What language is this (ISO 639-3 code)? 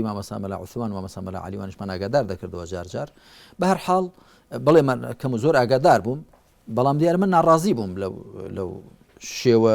ckb